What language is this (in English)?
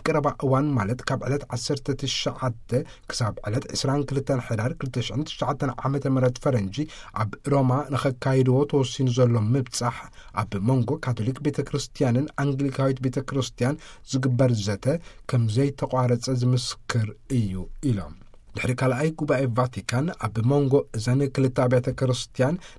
Tigrinya